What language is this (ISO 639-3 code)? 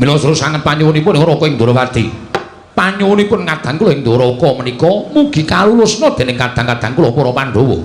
jav